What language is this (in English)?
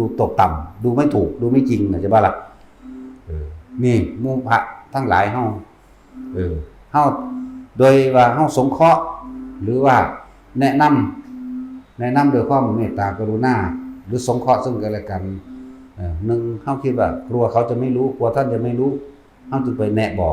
Northeastern Thai